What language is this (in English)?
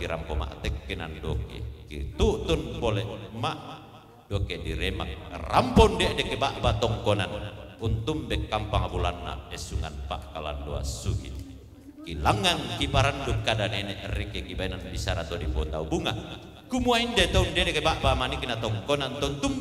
Toraja-Sa'dan